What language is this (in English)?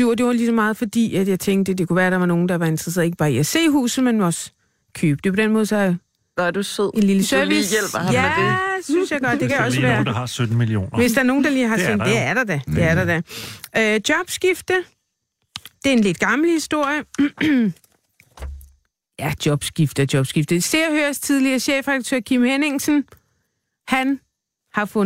Danish